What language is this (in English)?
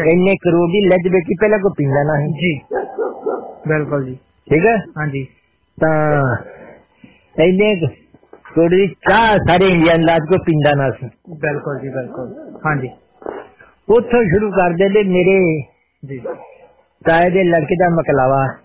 Punjabi